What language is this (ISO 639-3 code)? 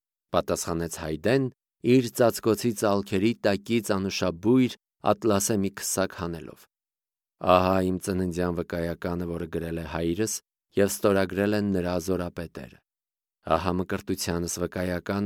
hye